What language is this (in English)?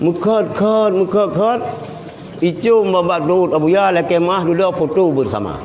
Achinese